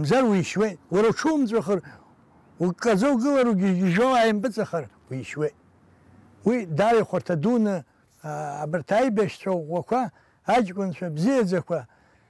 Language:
Abkhazian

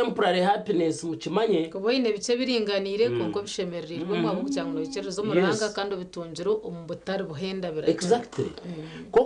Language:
Nyankole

